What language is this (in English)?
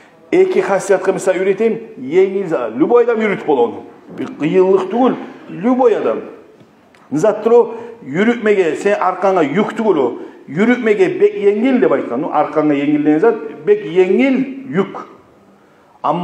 Kumyk